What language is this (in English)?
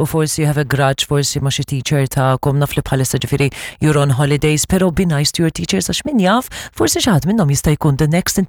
Maltese